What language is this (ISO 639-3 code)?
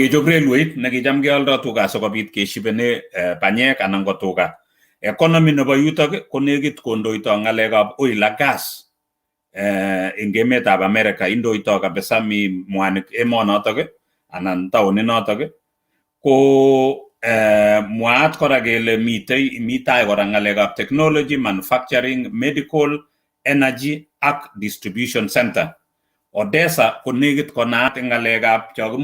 kln